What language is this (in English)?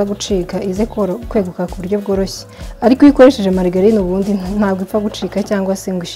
Kinyarwanda